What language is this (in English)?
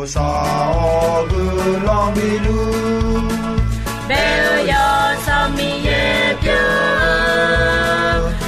Akha